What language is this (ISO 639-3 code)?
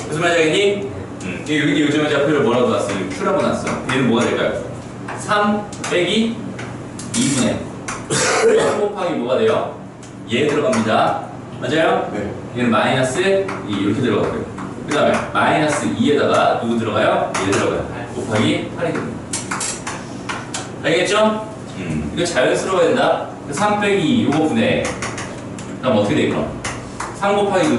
kor